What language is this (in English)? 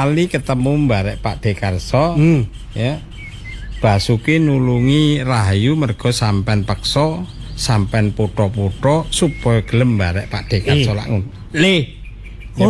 Javanese